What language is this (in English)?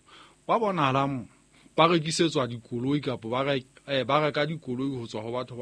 Southern Sotho